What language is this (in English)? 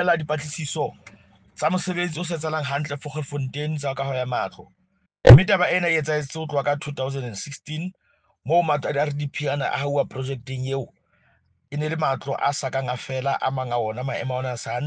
Southern Sotho